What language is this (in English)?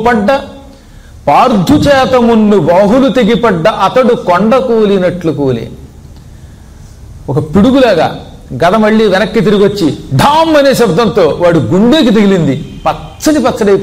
Telugu